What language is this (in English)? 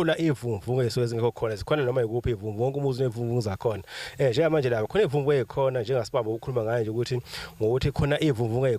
Zulu